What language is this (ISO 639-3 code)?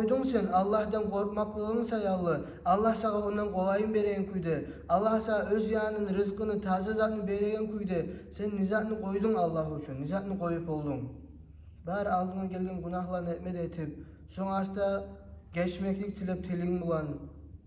kum